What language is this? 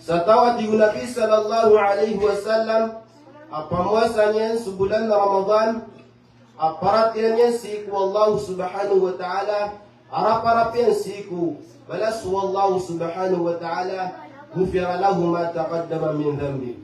Maranao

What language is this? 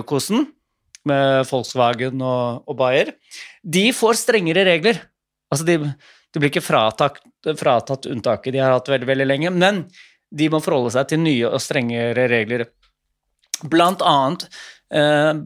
Norwegian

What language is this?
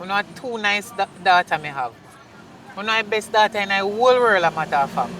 Jamaican Creole English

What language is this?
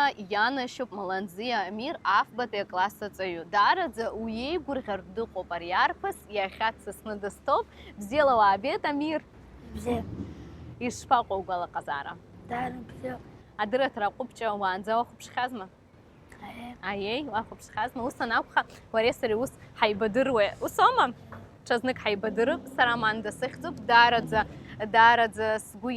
Abkhazian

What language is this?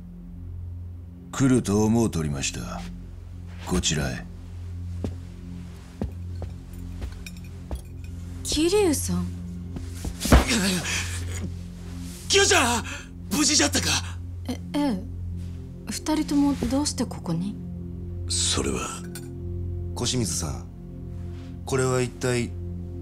Japanese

